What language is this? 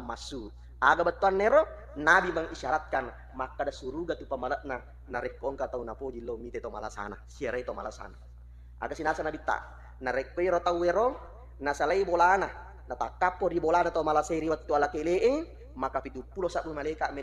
Buginese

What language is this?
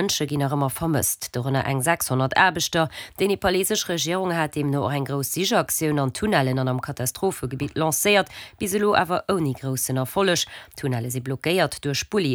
Luxembourgish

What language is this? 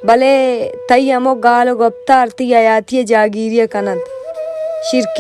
Baluchi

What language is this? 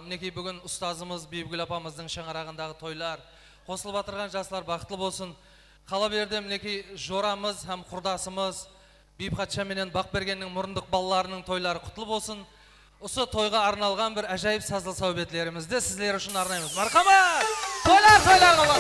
Kara-Kalpak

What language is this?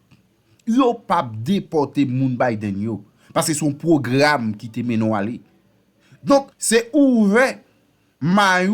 Haitian Creole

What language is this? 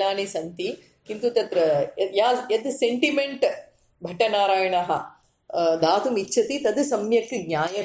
Sanskrit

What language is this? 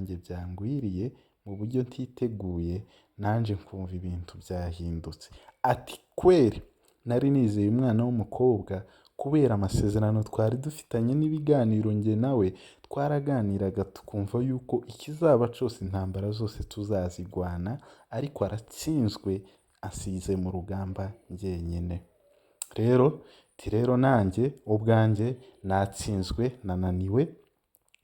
Kinyarwanda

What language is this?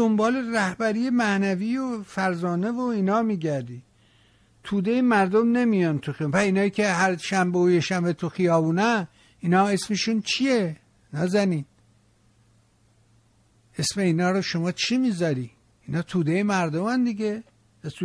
Persian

